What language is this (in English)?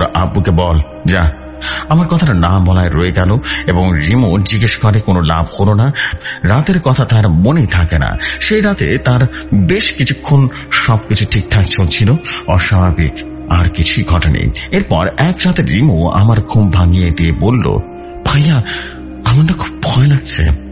Bangla